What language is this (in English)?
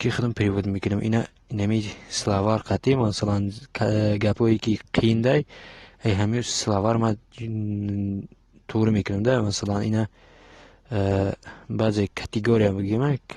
Tajik